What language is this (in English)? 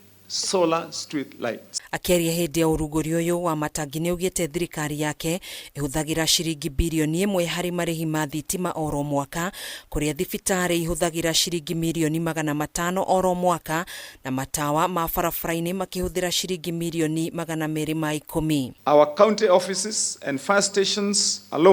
Kikuyu